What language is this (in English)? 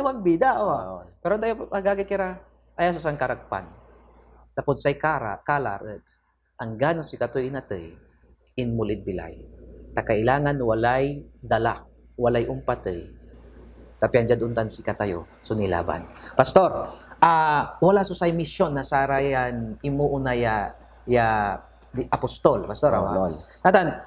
Pangasinan